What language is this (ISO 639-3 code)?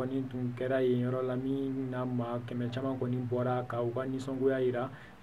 bam